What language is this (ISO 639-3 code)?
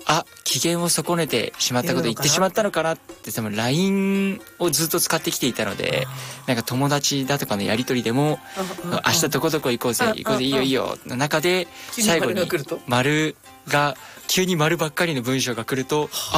jpn